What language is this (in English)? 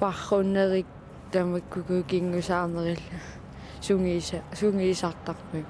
Kalaallisut